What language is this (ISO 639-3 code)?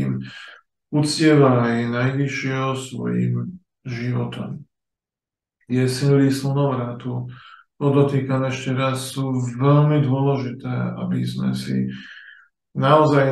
slk